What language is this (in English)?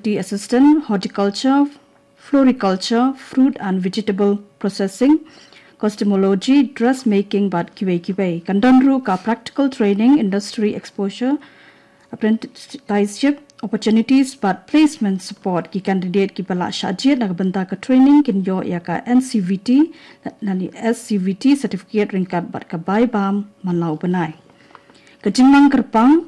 Khasi